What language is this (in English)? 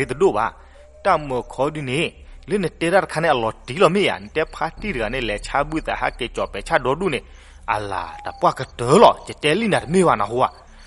S'gaw Karen